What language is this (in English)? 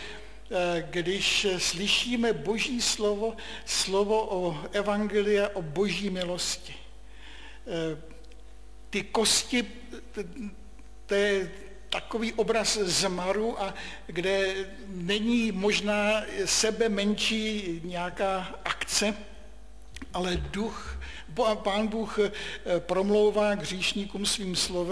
Czech